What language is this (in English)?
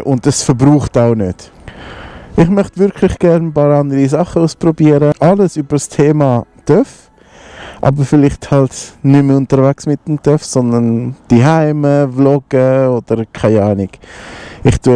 Swiss German